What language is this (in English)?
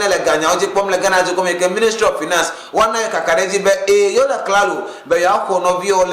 Ewe